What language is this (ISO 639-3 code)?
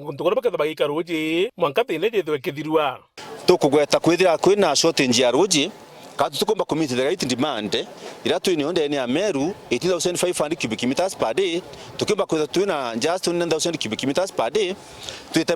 mer